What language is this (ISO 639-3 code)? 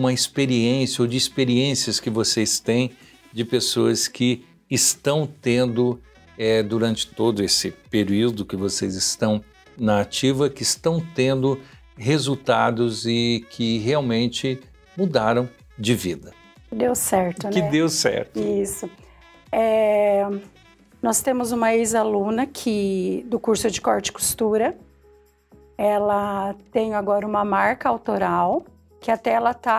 por